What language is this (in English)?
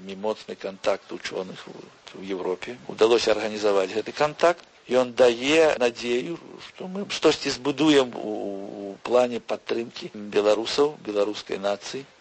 Belarusian